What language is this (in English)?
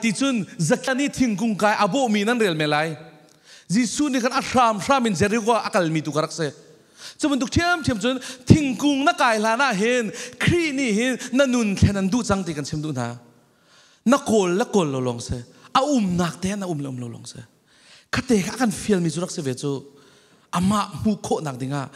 Falam Chin